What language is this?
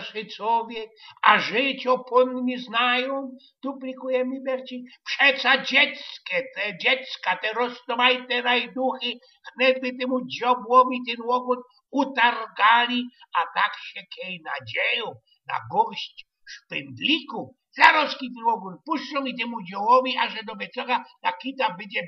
Silesian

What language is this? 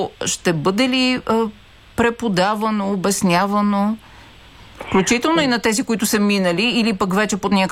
Bulgarian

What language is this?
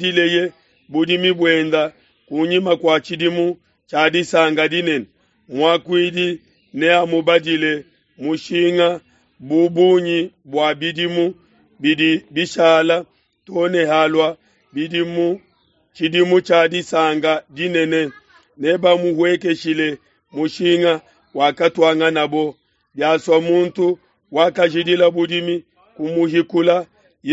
Luba-Lulua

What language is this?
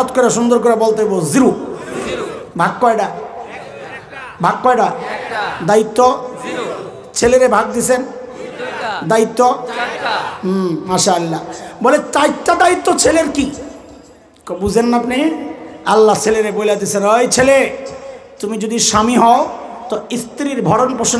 Bangla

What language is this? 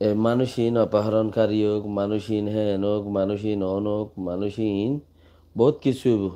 Rohingya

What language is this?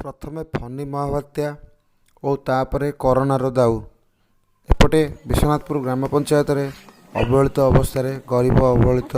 Odia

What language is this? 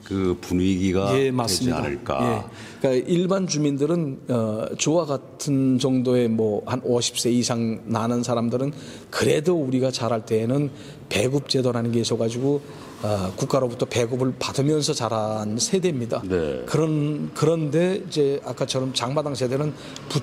Korean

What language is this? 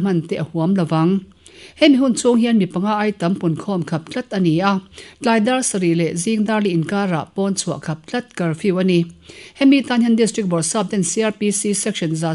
Mizo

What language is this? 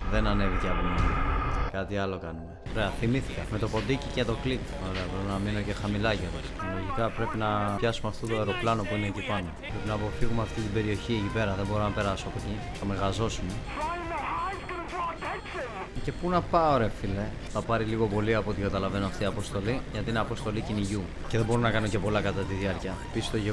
Greek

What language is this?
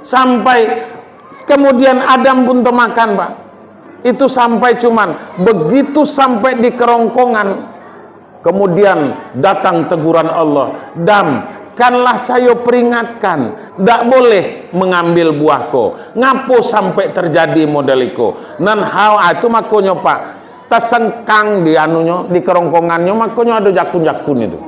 Minangkabau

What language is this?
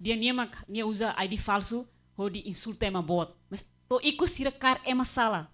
Tetum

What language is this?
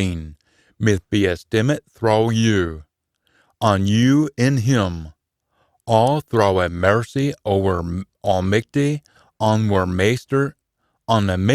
Scots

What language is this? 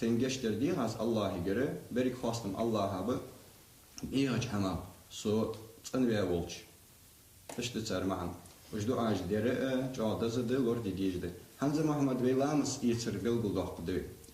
Ingush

